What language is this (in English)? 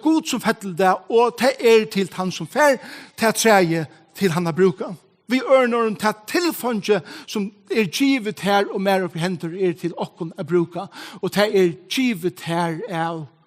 Faroese